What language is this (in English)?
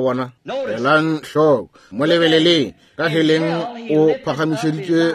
Northern Sotho